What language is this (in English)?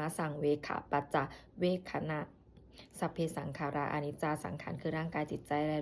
Pali